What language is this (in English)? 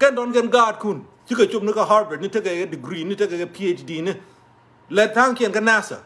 Nuer